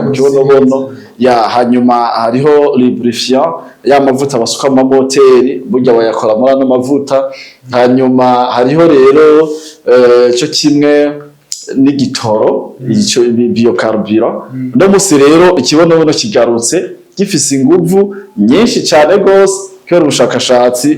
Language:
Rundi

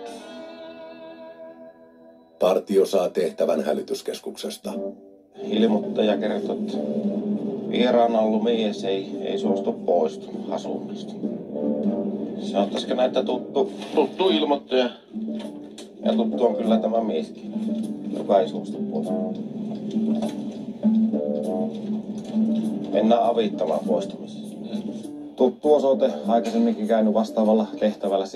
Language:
Finnish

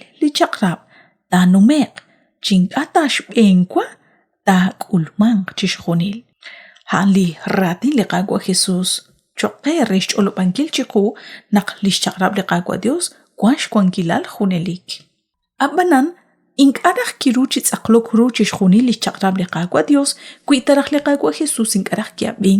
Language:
Kekchí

